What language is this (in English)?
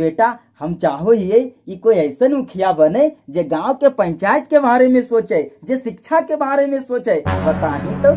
Magahi